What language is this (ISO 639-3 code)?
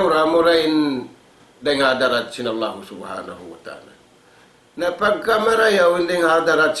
tsg